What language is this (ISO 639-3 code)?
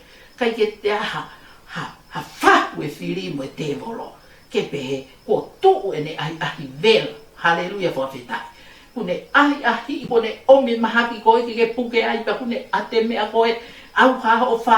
ton